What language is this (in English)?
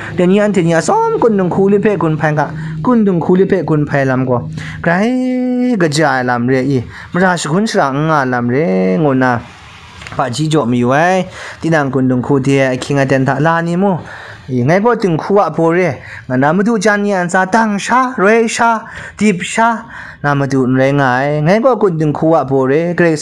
Kachin